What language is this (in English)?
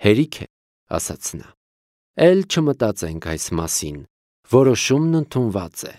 Armenian